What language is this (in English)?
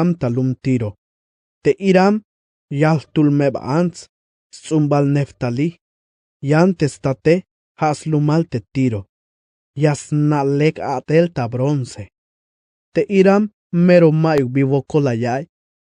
Tzeltal